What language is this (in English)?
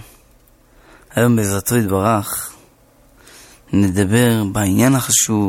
Hebrew